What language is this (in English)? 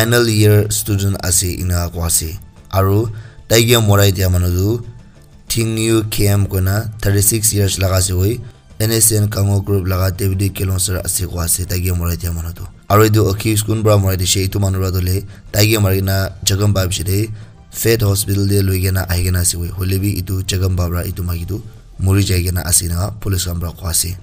Naga Pidgin